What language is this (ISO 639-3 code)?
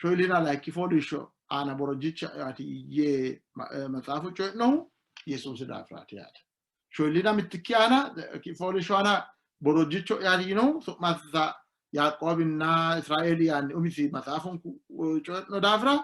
sid